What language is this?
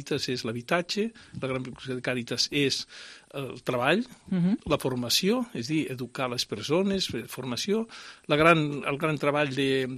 Catalan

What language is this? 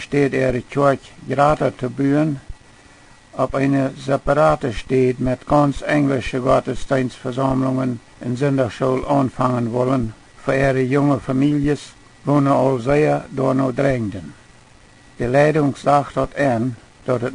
Plautdietsch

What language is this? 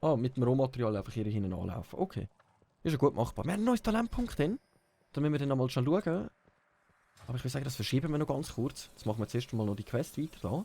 Swiss German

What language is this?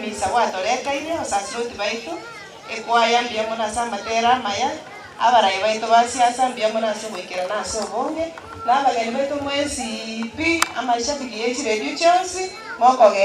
Gusii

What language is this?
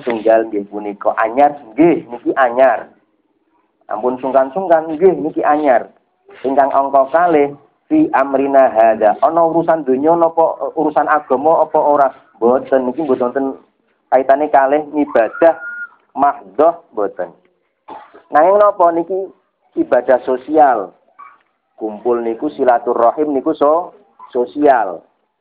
Javanese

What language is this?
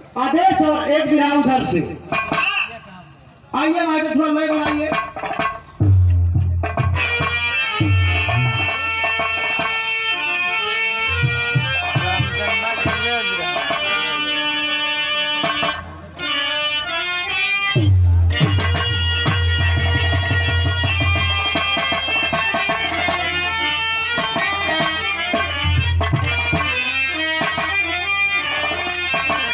Bhojpuri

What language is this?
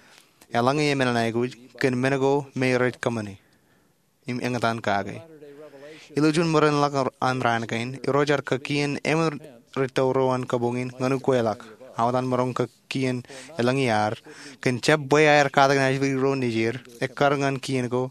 Marshallese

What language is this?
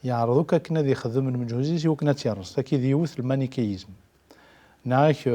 Kabyle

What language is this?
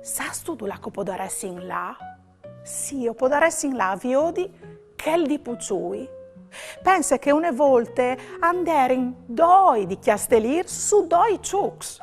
Friulian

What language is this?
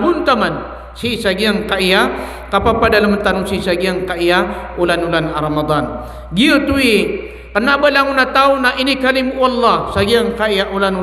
Maranao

